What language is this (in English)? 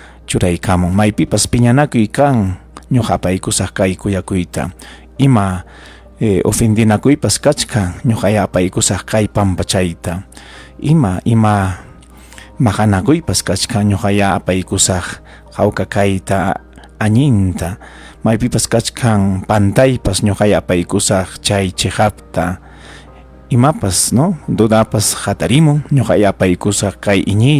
Ayacucho Quechua